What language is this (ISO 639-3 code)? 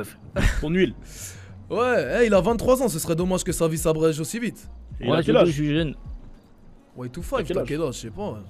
fra